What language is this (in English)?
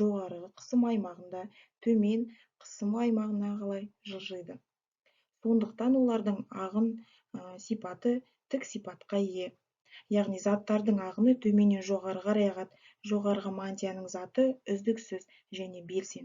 Kazakh